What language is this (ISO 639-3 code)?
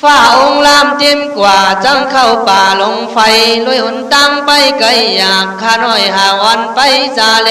kkh